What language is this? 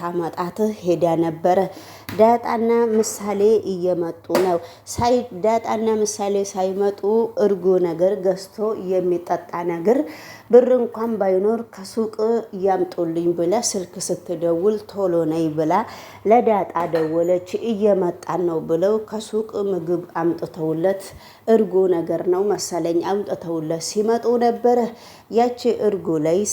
Amharic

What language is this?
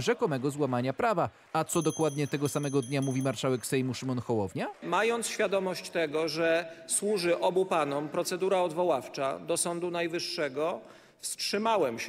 Polish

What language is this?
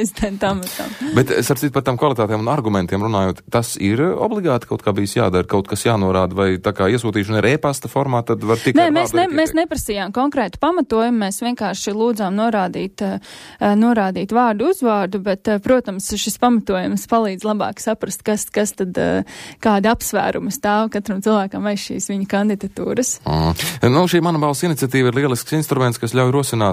Latvian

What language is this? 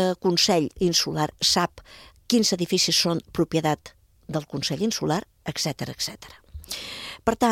Catalan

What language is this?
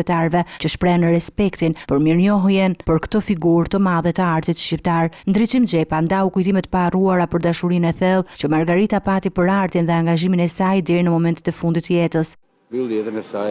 Albanian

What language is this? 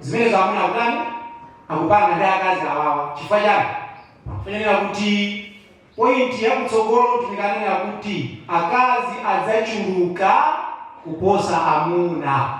Nyanja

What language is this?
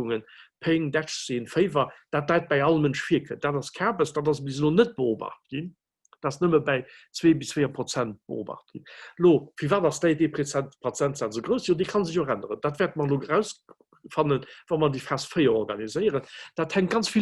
Luxembourgish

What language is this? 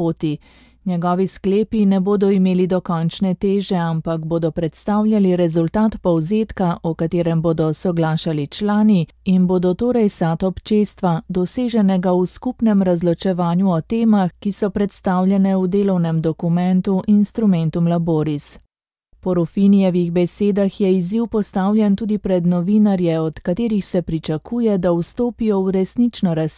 Slovenian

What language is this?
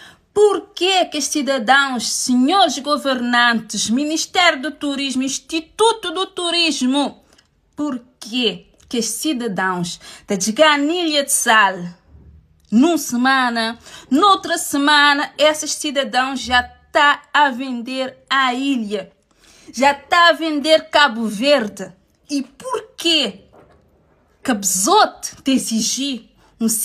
Kabuverdianu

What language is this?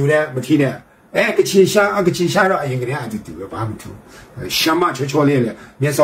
Burmese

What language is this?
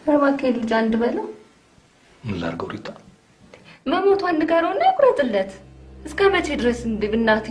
Amharic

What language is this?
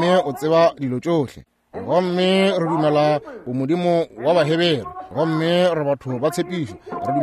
Northern Sotho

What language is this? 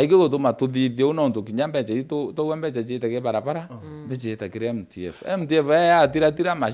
Meru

